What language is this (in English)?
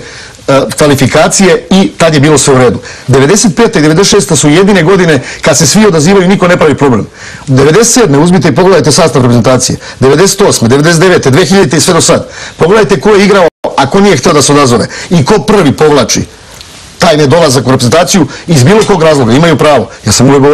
Serbian